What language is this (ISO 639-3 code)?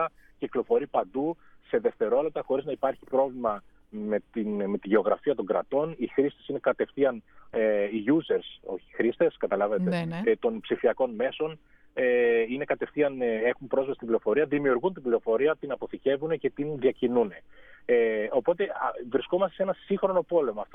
ell